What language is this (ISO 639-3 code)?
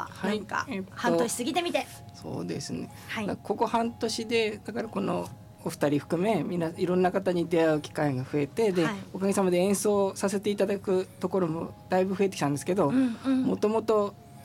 jpn